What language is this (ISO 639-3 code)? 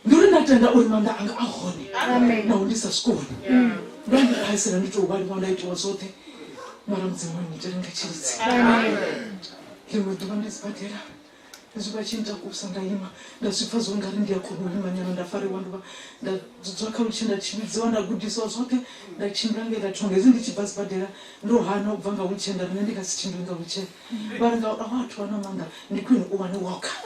ven